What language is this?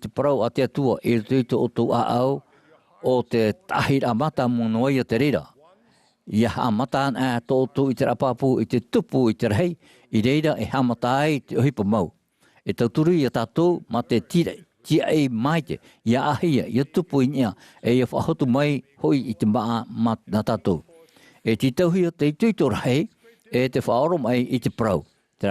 Tahitian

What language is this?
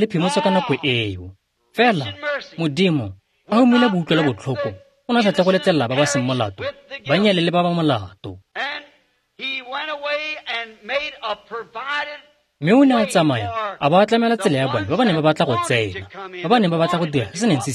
Tswana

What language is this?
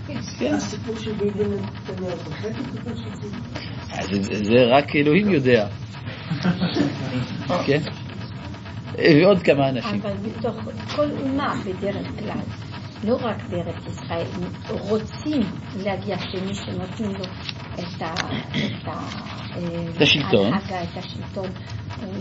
Hebrew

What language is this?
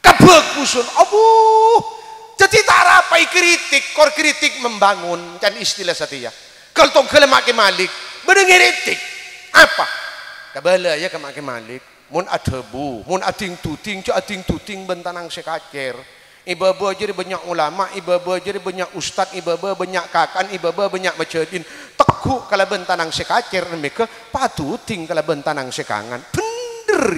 Madurese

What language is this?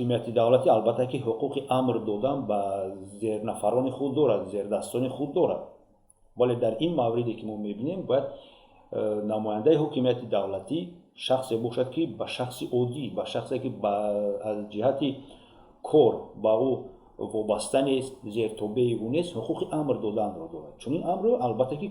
Tajik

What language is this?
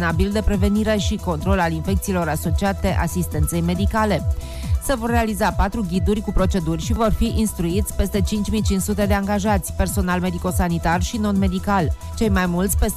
Romanian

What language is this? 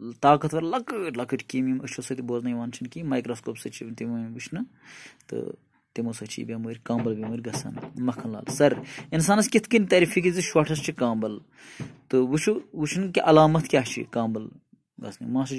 Kashmiri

